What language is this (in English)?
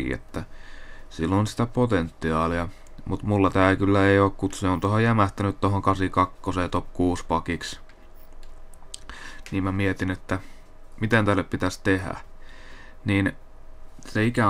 Finnish